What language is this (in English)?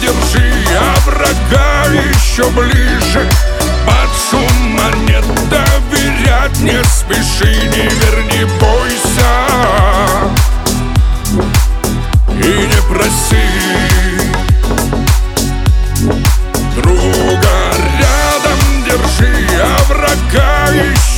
Russian